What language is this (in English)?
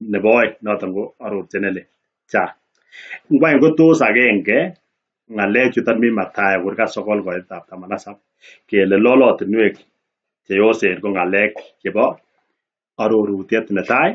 Kalenjin